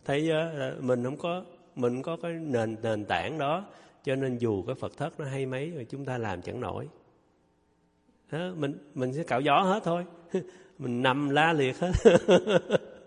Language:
Vietnamese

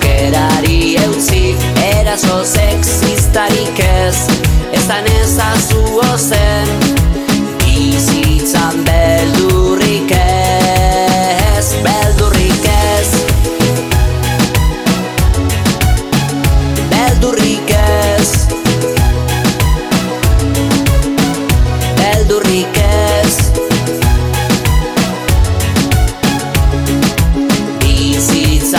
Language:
Basque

